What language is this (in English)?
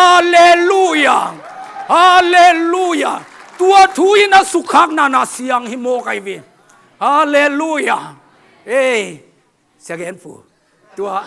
Tedim Chin